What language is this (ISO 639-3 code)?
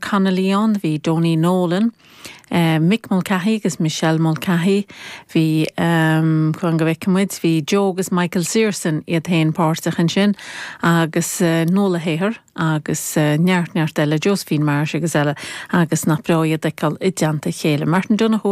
gle